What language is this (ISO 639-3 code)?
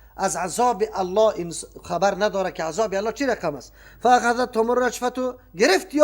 fas